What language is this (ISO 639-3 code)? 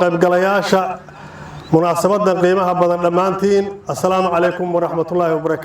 som